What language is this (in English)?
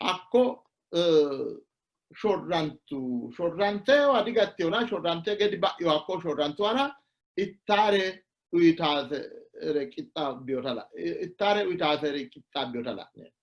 Sidamo